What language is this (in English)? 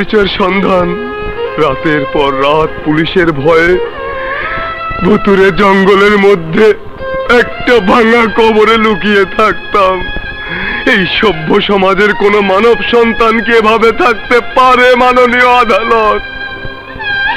Bangla